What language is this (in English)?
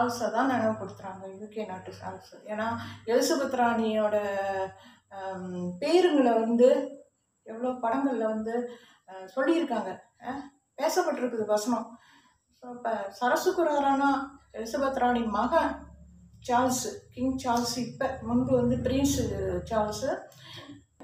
Tamil